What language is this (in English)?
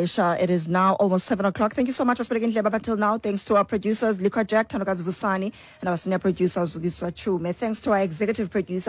Xhosa